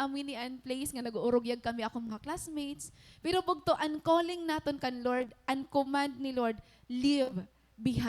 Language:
Waray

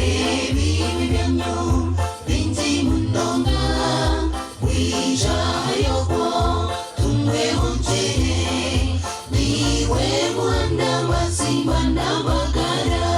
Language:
Nyankole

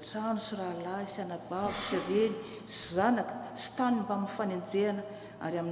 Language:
Malagasy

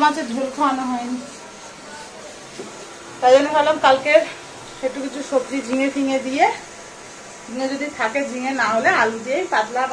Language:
Bangla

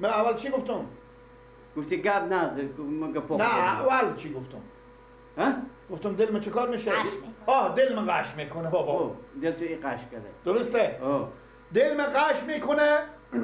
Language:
Persian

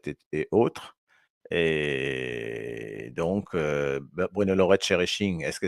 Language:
Morisyen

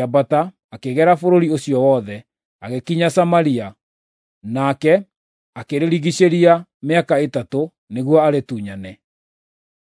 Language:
Kikuyu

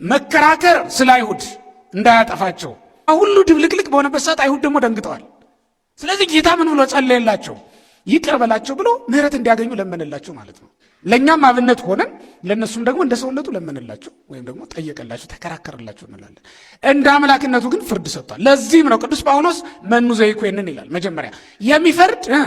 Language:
Amharic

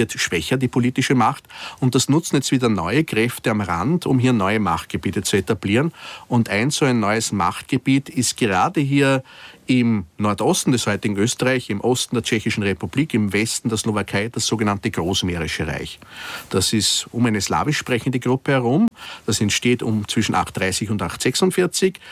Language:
German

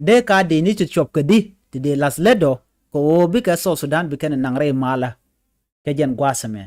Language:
Nuer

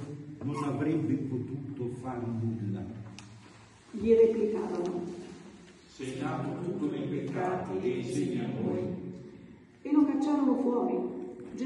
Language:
Italian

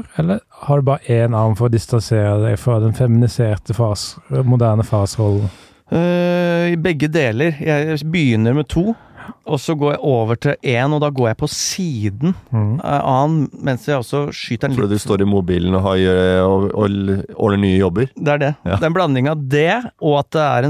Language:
Norwegian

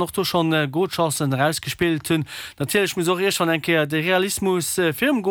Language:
Luxembourgish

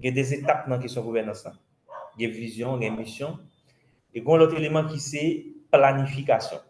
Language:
Haitian Creole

